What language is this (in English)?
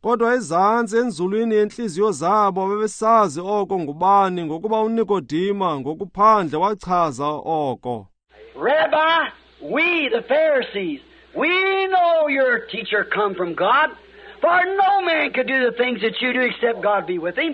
Xhosa